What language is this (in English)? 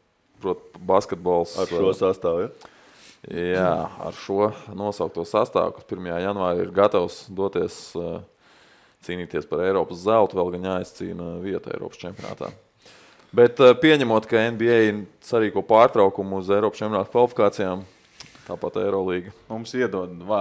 Latvian